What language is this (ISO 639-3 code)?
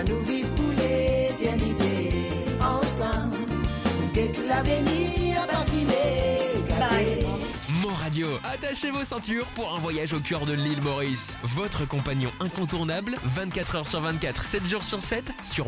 mfe